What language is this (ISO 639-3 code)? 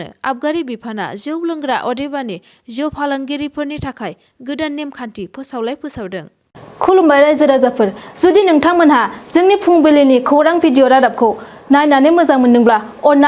brx